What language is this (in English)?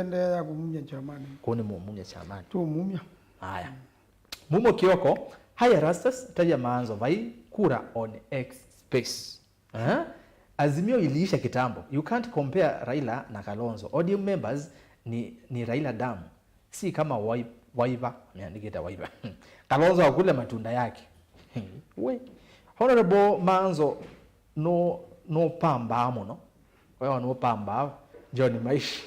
Kamba